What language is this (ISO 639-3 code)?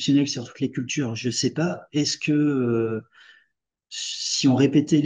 fra